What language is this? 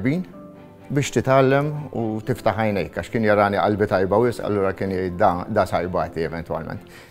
Maltese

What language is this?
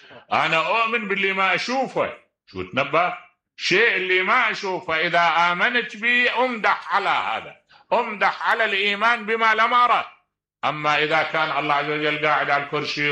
Mesopotamian Arabic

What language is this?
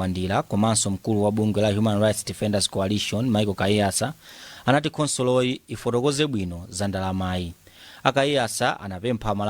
Nyanja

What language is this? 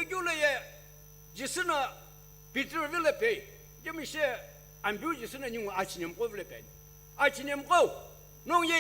Sumi Naga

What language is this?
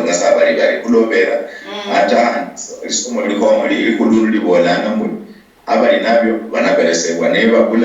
Luyia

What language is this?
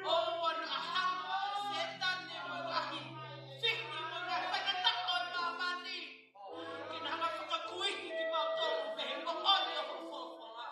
Tongan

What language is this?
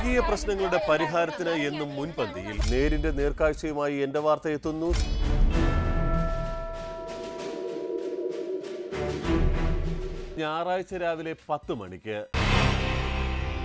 Malayalam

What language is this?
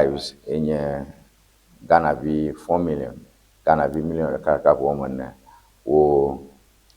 Ewe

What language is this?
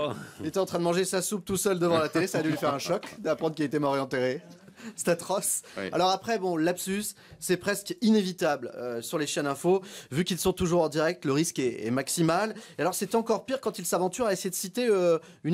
French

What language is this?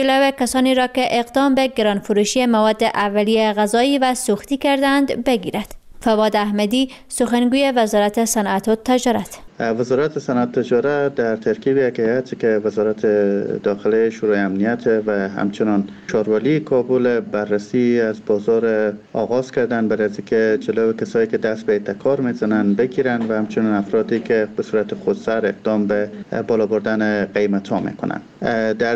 Persian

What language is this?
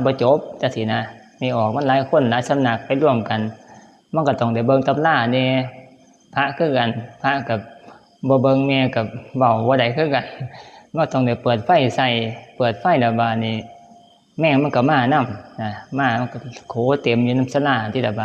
Northeastern Thai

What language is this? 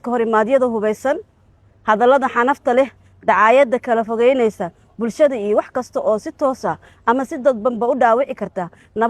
Somali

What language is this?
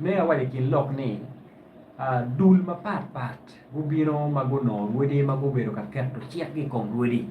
Acoli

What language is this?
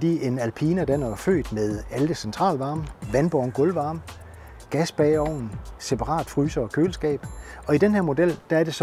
Danish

